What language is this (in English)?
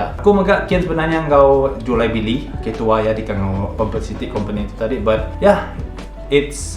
Iban